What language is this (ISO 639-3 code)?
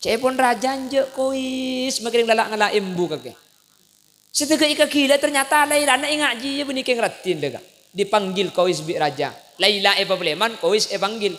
mad